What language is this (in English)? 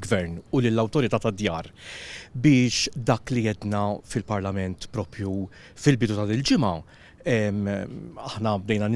Maltese